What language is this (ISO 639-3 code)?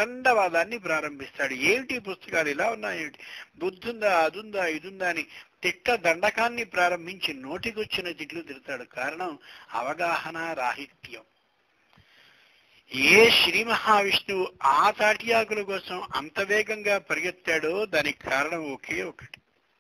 tel